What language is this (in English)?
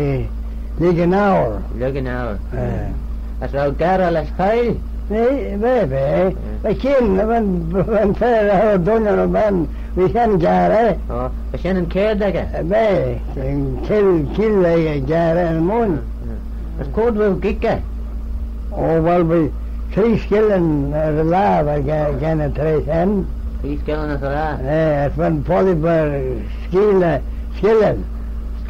Manx